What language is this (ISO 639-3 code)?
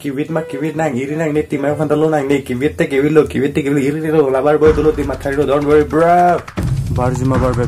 mjw